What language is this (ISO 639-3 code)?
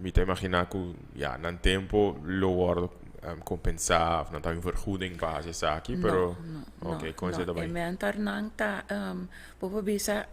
pap